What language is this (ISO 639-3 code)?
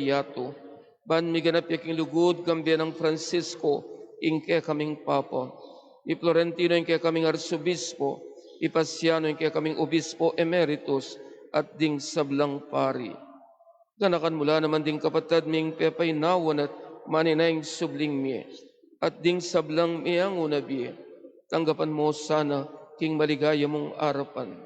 pam